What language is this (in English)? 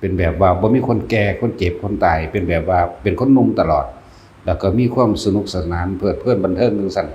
Northeastern Thai